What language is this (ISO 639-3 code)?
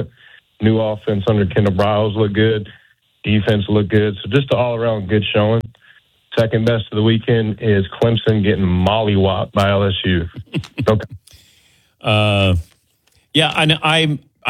eng